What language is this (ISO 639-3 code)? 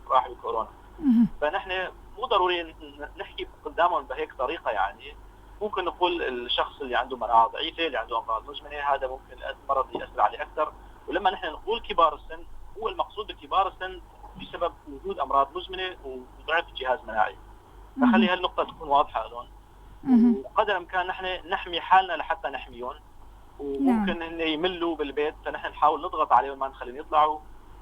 apc